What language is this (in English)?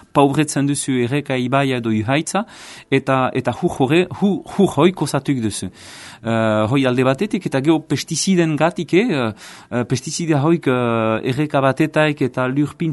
Basque